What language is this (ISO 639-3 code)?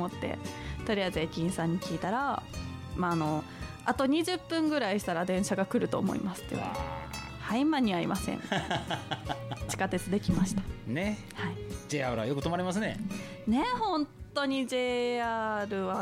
jpn